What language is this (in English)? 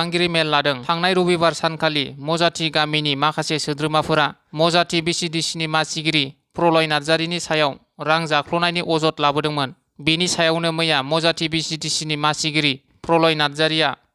Bodo